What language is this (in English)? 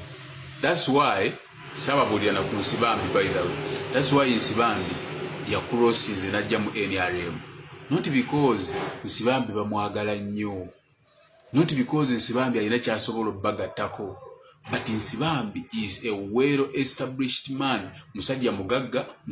Ganda